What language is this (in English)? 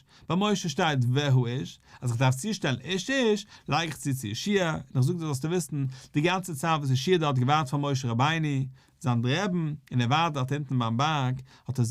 Yiddish